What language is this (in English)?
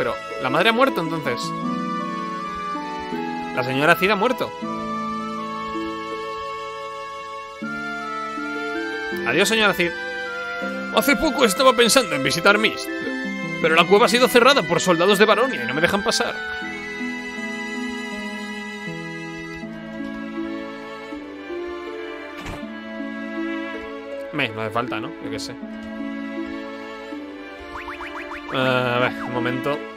Spanish